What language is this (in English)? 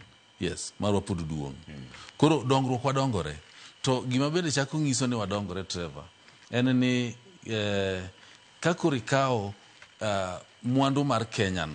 Luo (Kenya and Tanzania)